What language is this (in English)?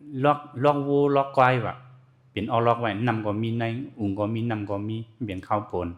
Shan